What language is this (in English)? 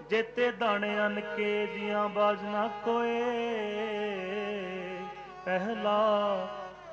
Punjabi